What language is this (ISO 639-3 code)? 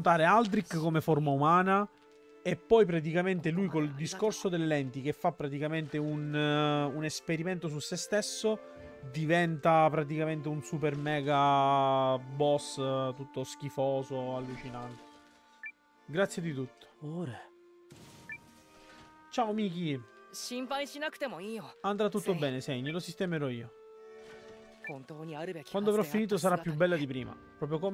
ita